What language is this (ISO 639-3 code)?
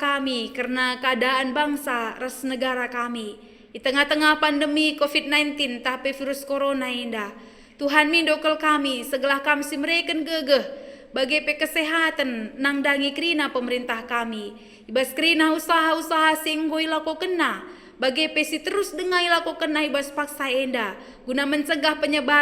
btx